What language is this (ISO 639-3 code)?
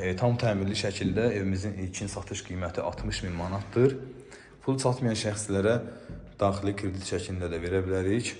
aze